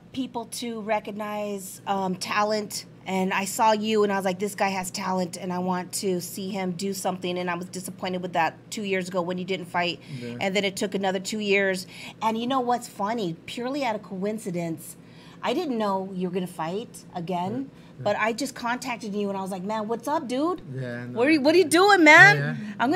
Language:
English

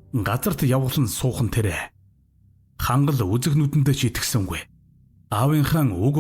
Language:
Mongolian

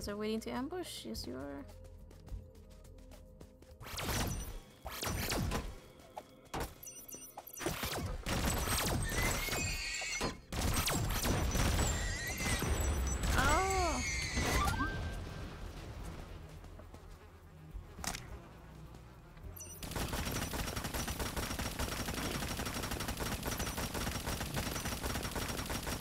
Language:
English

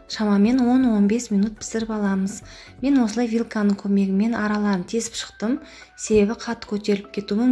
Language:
Kazakh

